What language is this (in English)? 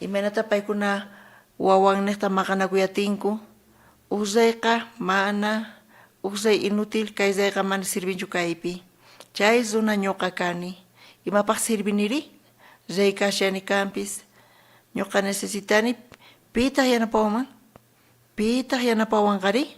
South Bolivian Quechua